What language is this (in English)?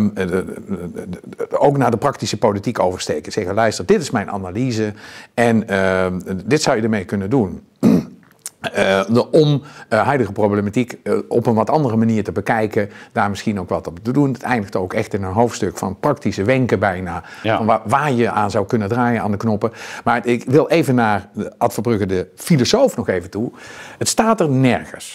Dutch